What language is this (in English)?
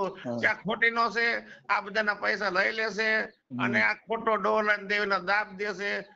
Gujarati